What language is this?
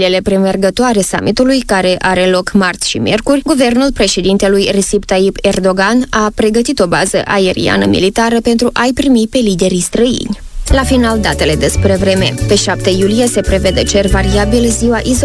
Romanian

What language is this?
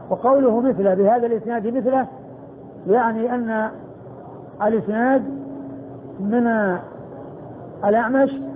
Arabic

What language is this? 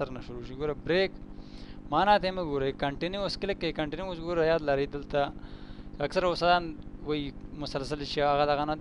Pashto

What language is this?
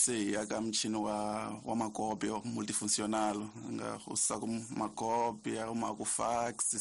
Tsonga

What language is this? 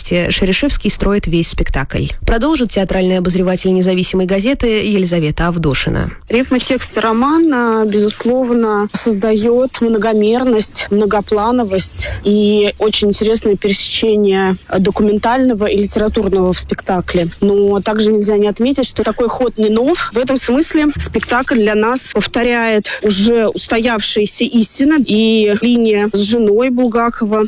Russian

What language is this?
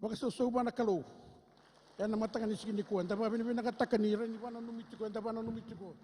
Fijian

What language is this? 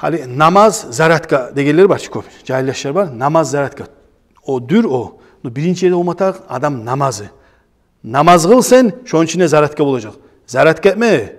Kumyk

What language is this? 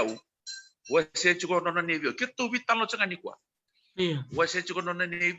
Fijian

